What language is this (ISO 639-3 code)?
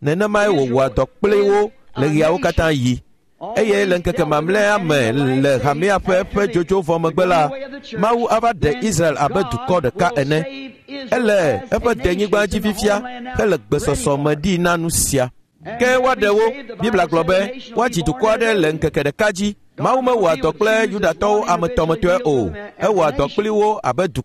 ewe